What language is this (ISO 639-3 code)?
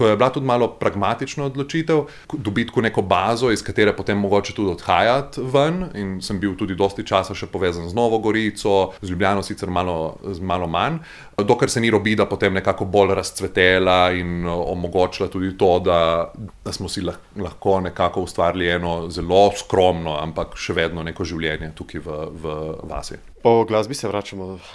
slv